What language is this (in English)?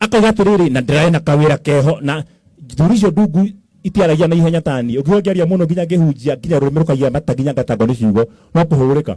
Kikuyu